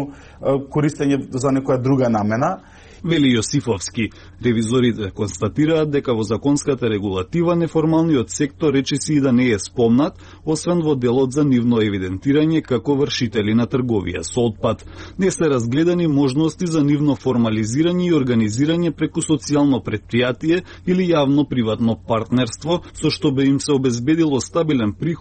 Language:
Macedonian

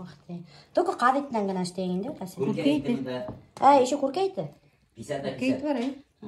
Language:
Bashkir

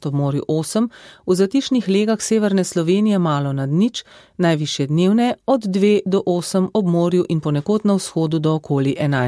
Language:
Slovenian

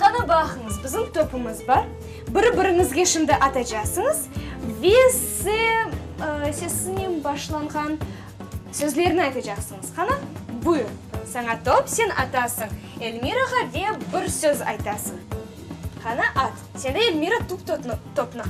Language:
Crimean Tatar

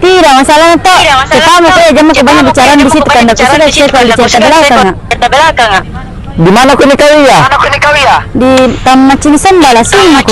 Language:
Makassar Malay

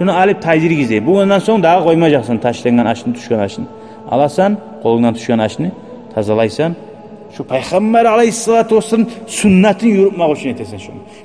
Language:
Kumyk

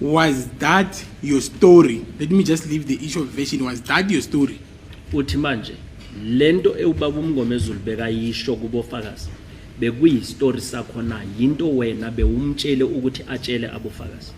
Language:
Zulu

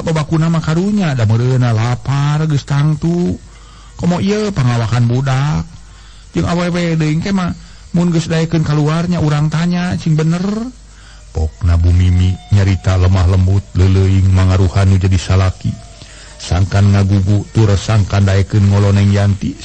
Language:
Sundanese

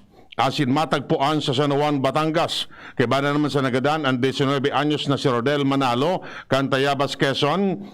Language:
Bikol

